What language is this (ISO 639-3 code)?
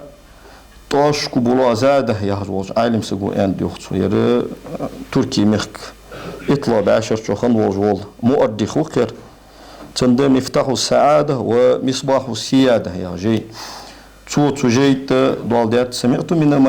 inh